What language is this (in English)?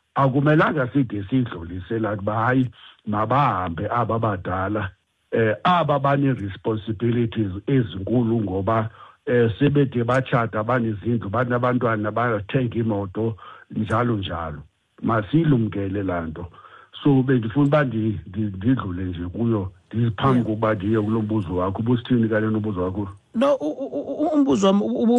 Xhosa